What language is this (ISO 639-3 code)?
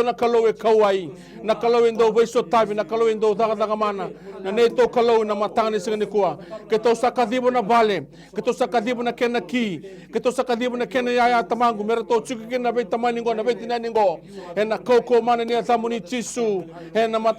fij